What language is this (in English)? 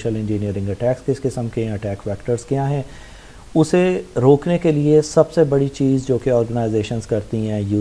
Urdu